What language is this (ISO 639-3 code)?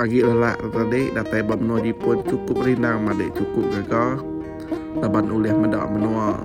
iba